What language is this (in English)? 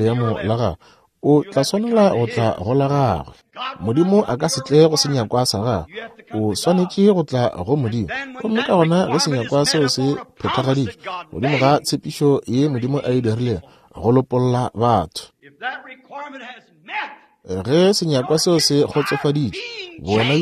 Northern Sotho